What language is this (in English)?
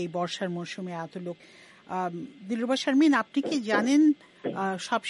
Bangla